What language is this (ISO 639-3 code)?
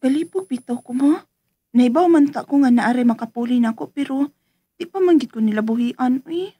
ceb